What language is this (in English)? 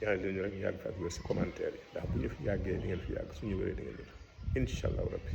Wolof